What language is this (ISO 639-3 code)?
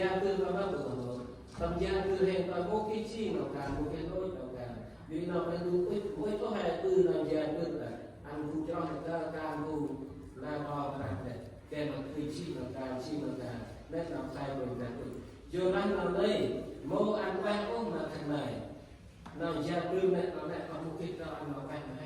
cmo